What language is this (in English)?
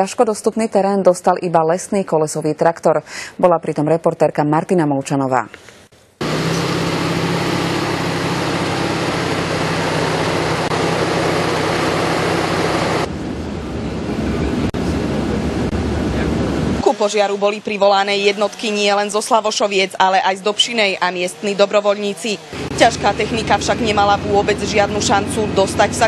Slovak